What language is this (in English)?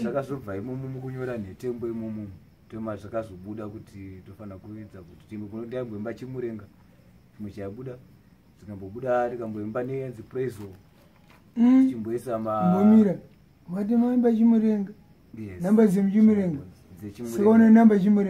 Shona